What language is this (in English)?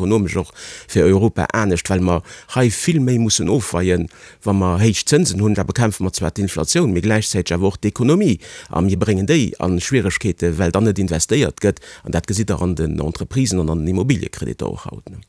Luxembourgish